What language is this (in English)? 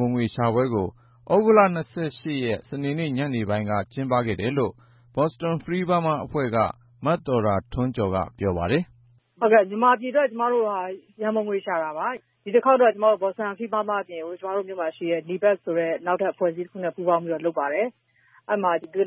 Burmese